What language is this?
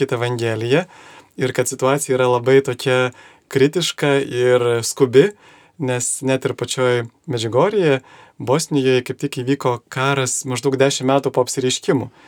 Lithuanian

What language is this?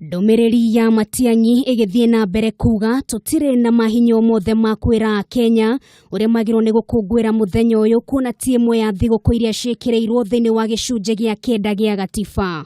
Kikuyu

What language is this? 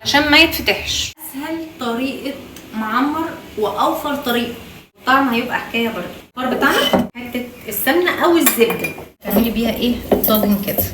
Egyptian Arabic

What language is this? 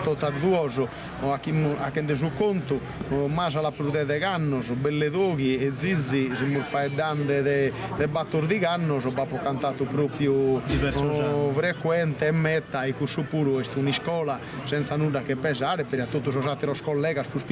Sardinian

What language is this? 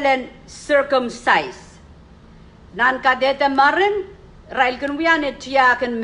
Pohnpeian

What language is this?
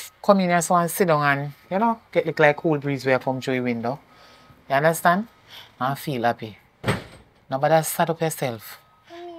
Jamaican Creole English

